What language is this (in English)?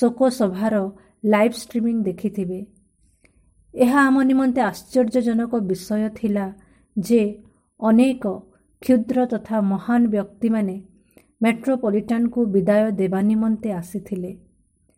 Odia